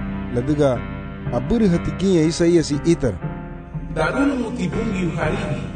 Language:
Garifuna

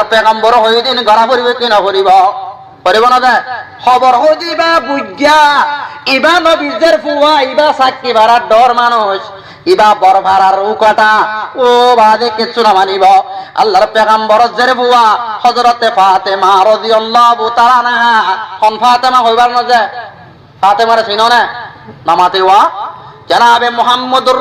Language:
Rohingya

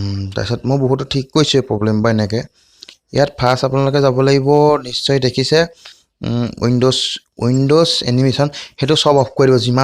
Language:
Assamese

